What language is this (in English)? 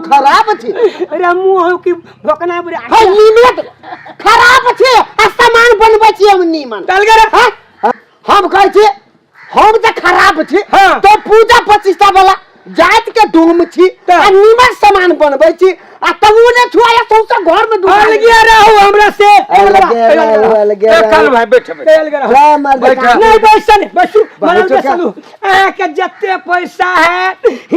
Maithili